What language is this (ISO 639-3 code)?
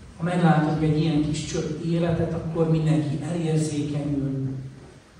hun